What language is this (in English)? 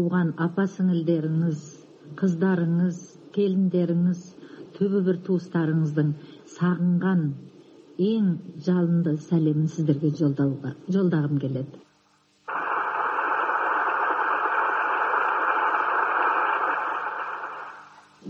Kazakh